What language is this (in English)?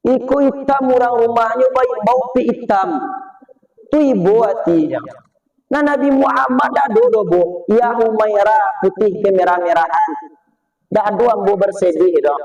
Minangkabau